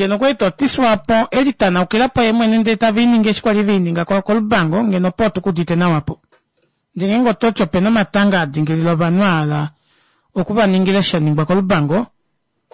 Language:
Kuanyama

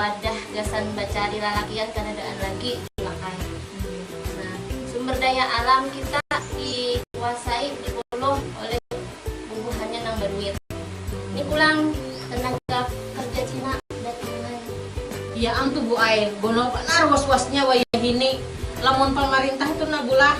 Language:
Banjar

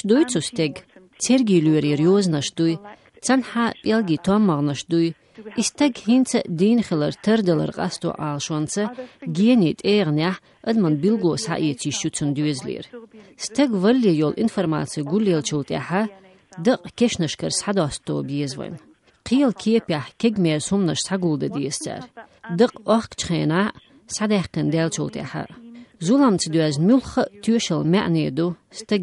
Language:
Chechen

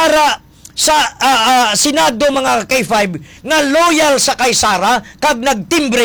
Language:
Hiligaynon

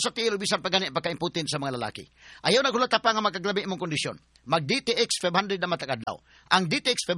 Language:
Cebuano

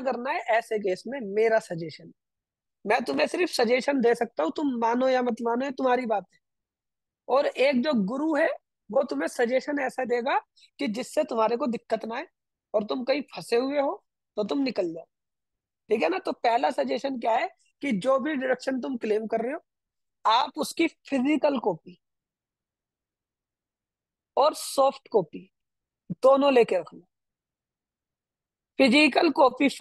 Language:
Hindi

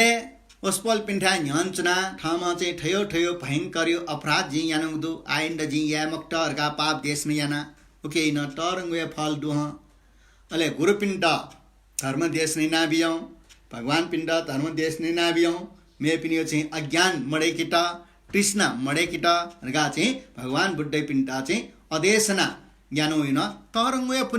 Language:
Newari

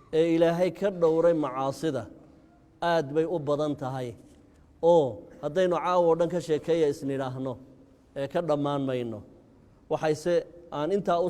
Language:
Somali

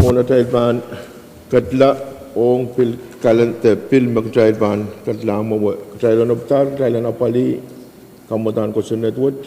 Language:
Pohnpeian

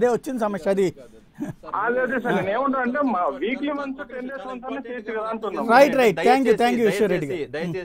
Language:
Telugu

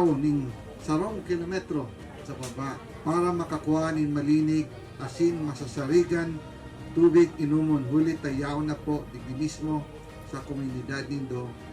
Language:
Bikol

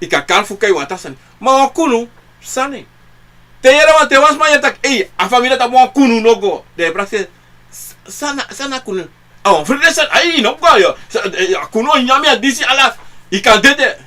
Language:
Sranan Tongo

